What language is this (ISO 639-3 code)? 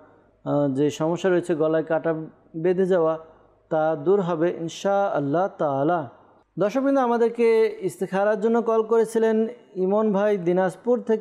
ben